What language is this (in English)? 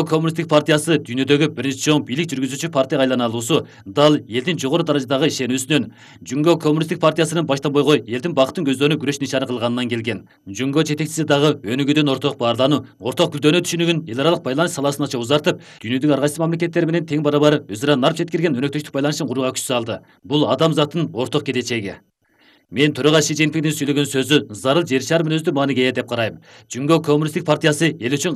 Kyrgyz